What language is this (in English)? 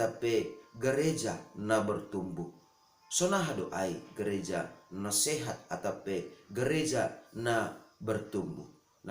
Batak Simalungun